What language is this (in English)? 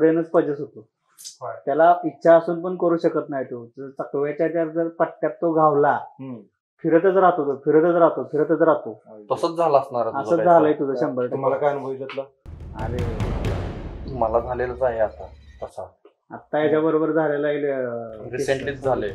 Marathi